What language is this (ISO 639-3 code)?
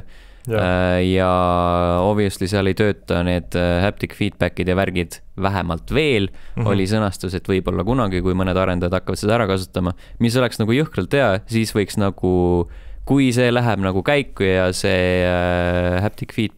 est